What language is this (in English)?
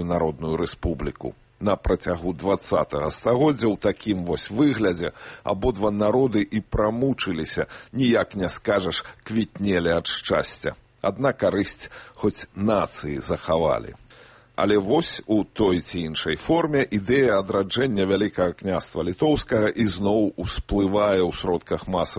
Belarusian